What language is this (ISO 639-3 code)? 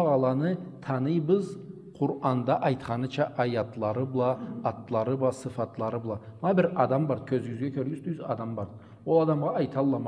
krc